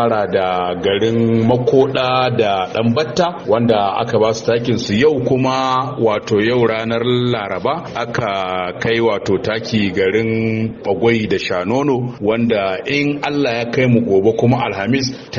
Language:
Hausa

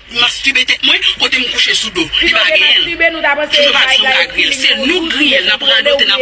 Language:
Haitian Creole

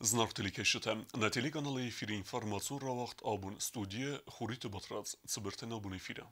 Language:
Ossetic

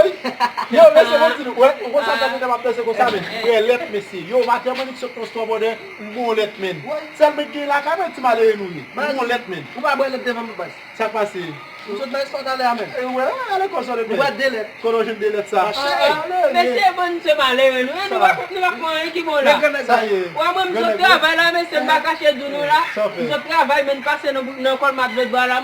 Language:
Haitian Creole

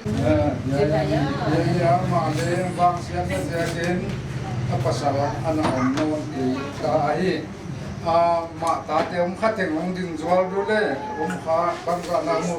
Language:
Paite Chin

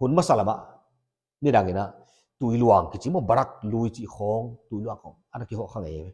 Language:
Paite Chin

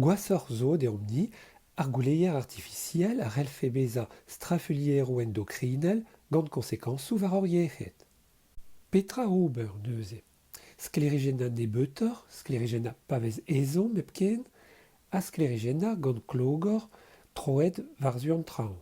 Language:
Breton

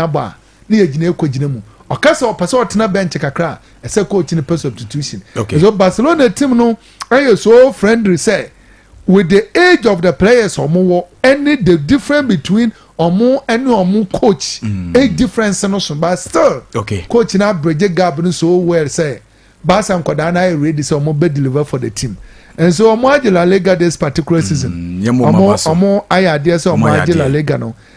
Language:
Akan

